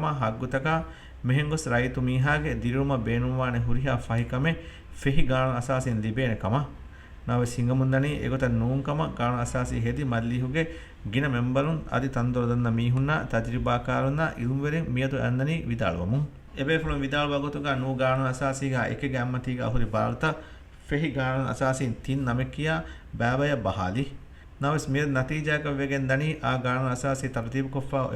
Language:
Divehi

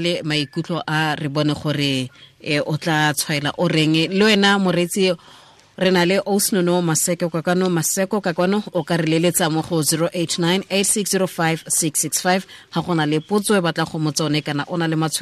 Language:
Tswana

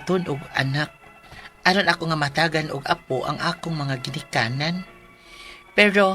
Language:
Cebuano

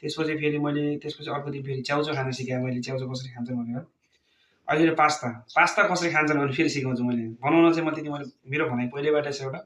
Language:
Nepali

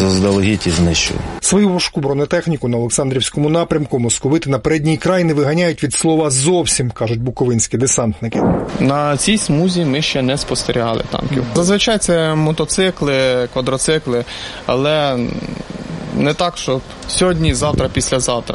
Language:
Ukrainian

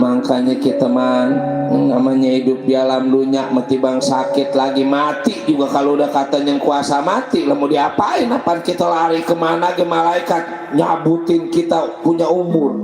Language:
Betawi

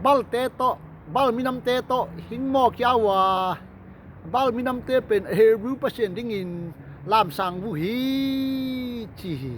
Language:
Tedim Chin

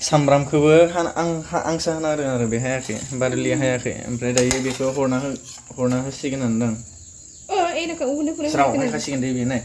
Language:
Bodo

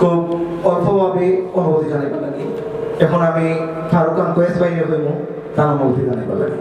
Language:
Sylheti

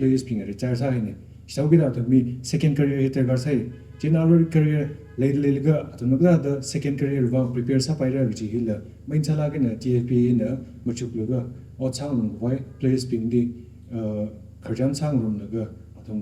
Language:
Tangkhul Naga (India)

